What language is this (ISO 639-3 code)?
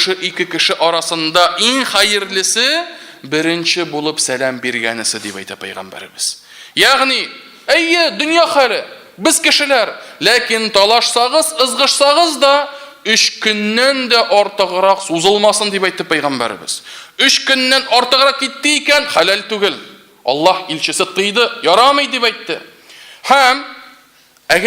tat